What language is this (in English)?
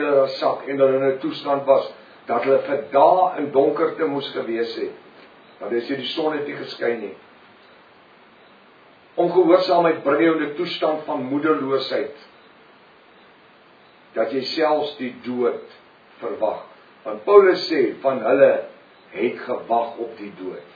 Afrikaans